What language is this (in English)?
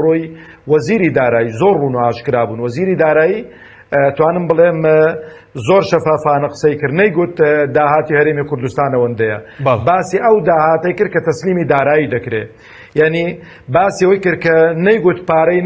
Central Kurdish